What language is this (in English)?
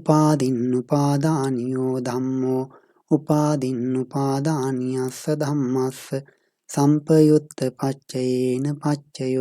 Pali